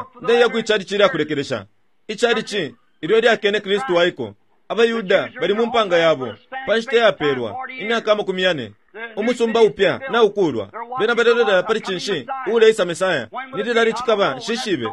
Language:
Bemba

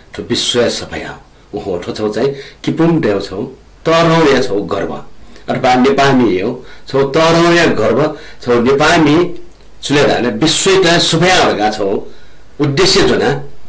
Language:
Newari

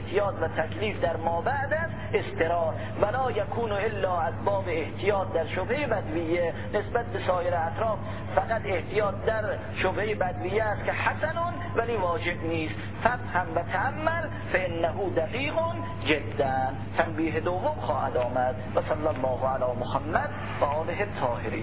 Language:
Persian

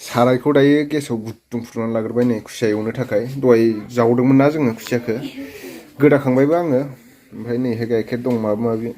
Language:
Bodo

